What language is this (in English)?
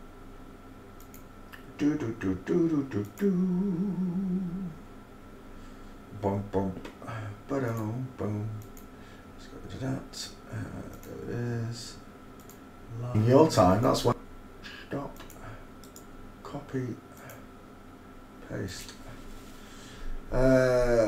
English